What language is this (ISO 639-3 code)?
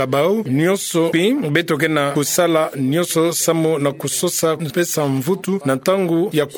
ktu